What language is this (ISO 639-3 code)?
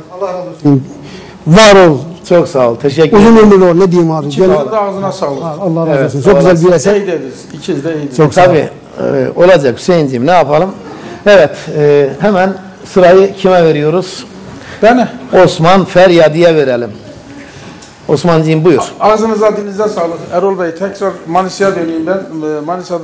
tur